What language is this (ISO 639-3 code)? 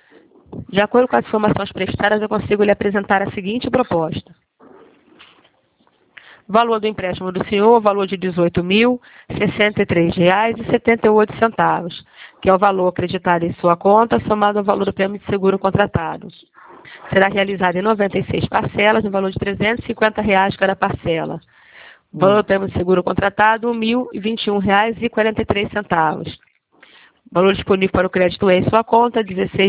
por